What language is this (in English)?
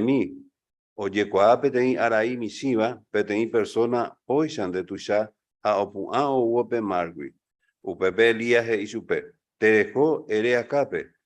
Guarani